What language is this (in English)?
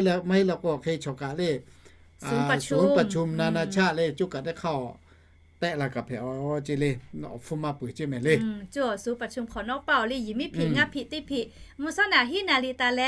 Lahu